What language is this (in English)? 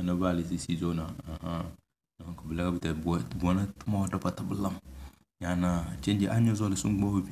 Tem